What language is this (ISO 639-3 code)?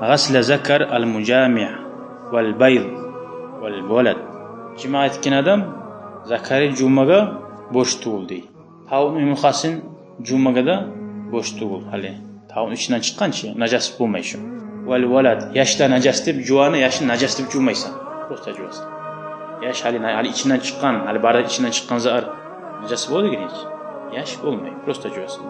kum